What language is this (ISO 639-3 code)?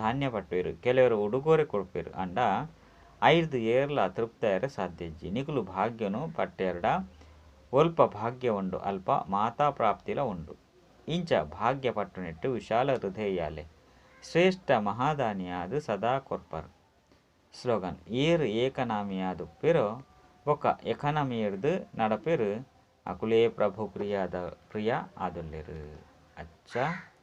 tcy